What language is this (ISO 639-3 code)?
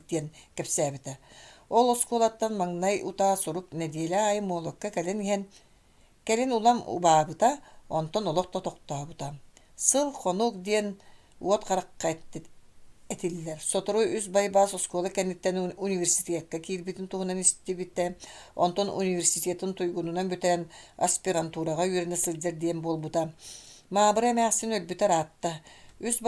sah